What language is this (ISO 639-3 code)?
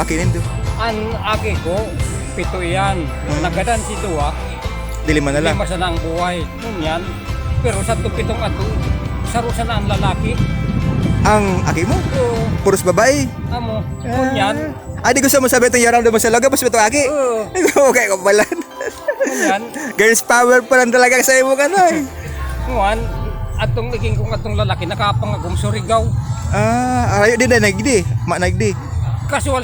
bik